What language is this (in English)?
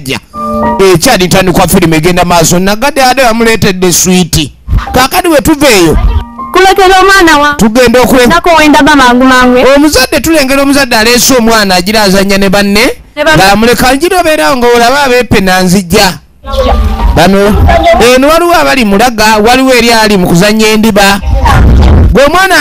Ganda